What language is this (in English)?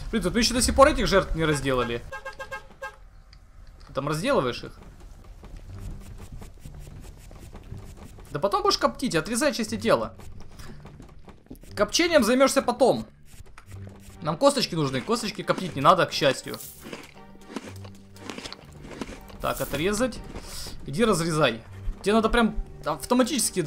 Russian